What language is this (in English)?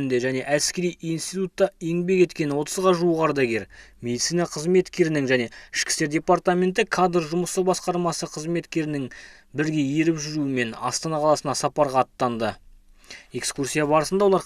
Kazakh